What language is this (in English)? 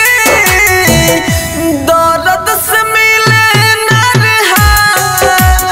Bhojpuri